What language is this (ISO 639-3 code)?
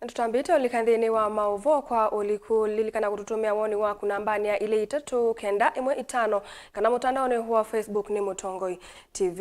kam